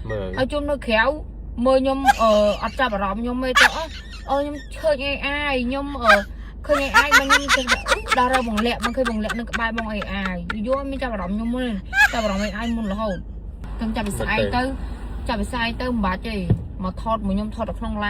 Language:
Khmer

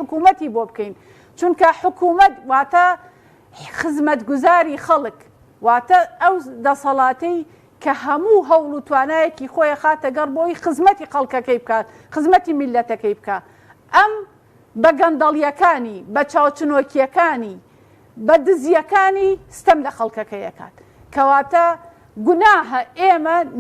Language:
Central Kurdish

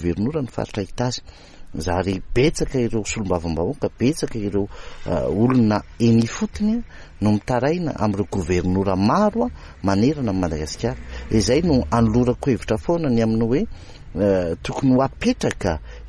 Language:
Malagasy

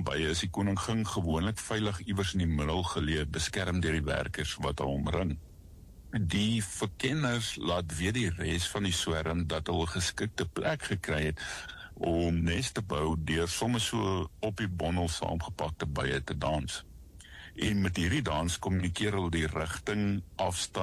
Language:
Afrikaans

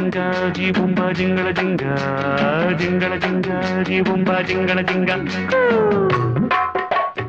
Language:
Tamil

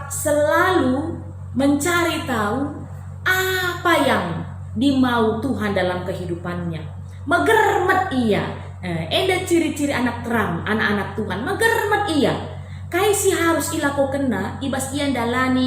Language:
Batak Karo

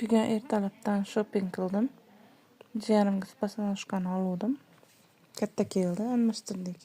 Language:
Uzbek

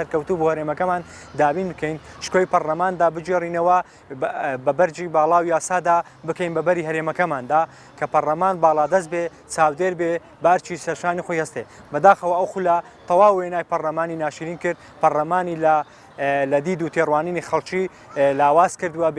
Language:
Central Kurdish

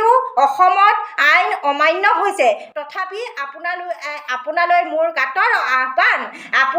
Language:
Assamese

